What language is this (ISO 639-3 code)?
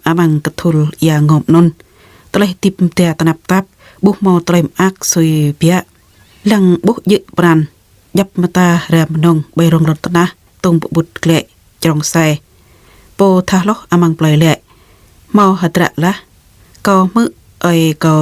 jra